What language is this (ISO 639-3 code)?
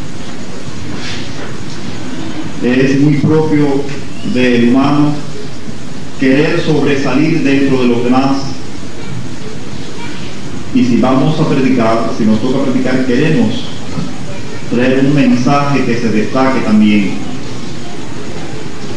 spa